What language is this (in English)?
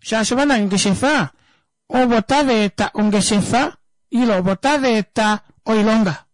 Kuanyama